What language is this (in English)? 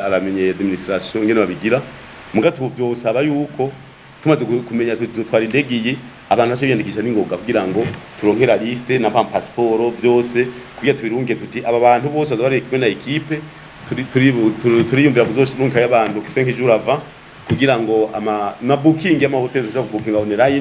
Rundi